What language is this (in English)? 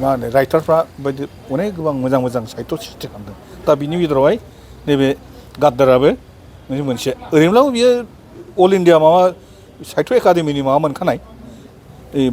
Bodo